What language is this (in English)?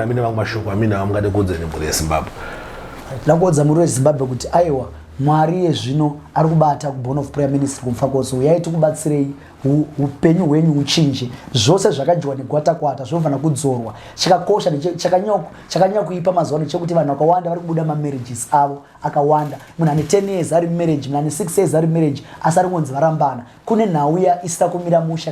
Shona